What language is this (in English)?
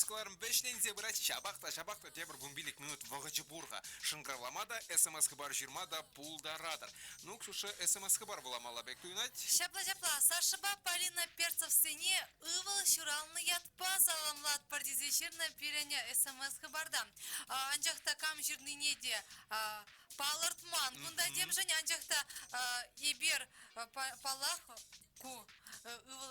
Chuvash